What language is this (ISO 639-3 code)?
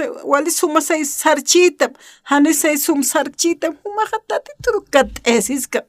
aym